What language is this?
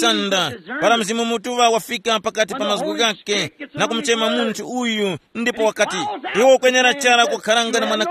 Tumbuka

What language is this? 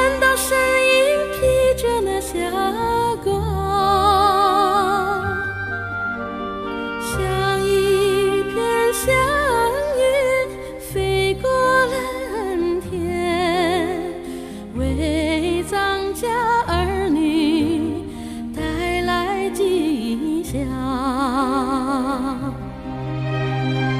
Chinese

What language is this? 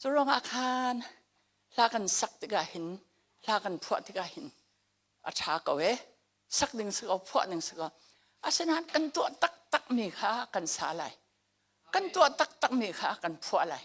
Hakha Chin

